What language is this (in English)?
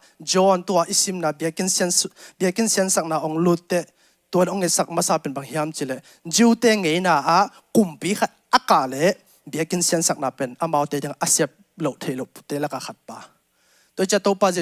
Tedim Chin